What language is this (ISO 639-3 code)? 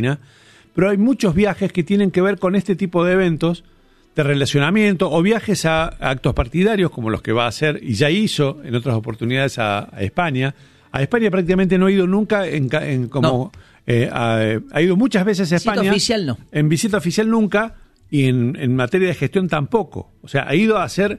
spa